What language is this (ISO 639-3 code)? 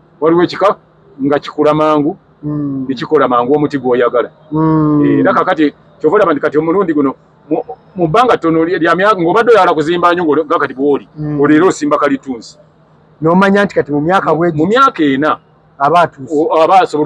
lug